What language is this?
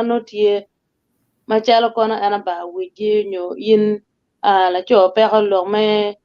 Acoli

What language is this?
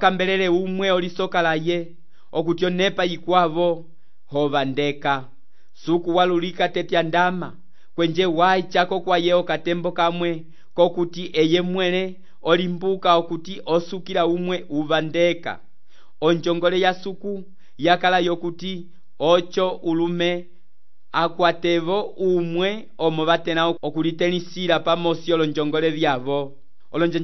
Umbundu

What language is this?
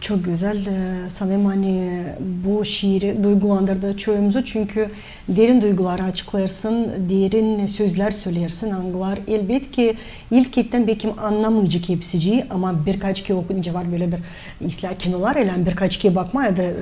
Gagauz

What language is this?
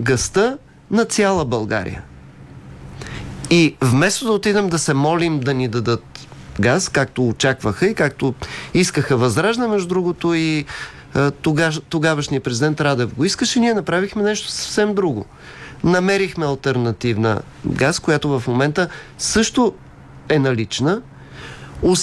Bulgarian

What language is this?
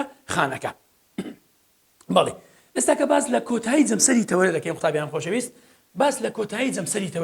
Central Kurdish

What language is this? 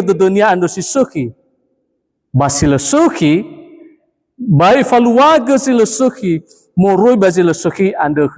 Nias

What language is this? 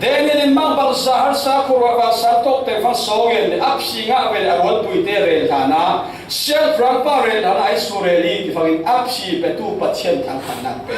Falam Chin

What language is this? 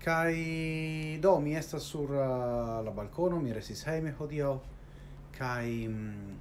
Esperanto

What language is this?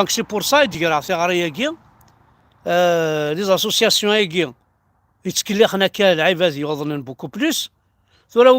Kabyle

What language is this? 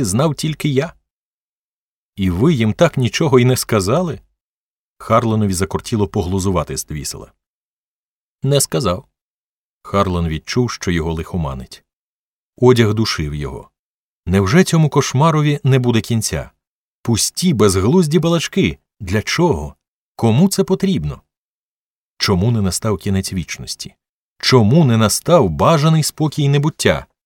Ukrainian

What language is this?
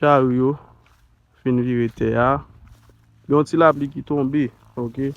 Haitian Creole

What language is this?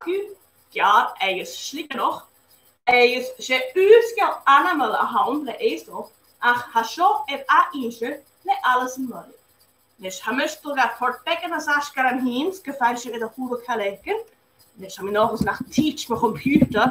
Scottish Gaelic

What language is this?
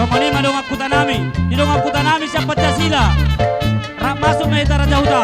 Batak Toba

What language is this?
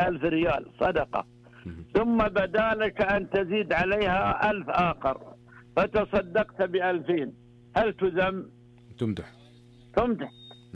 Arabic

